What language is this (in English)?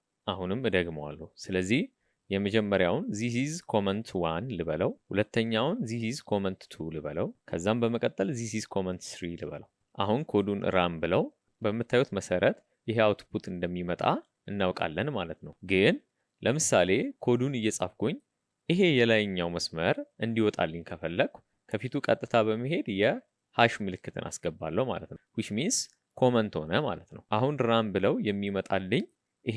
Amharic